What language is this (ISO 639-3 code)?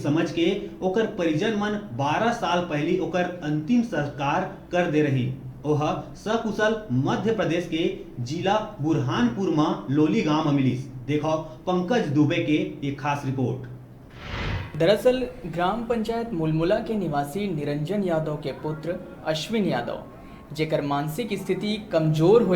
hne